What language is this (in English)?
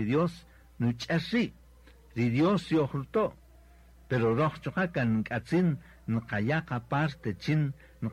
Kaqchikel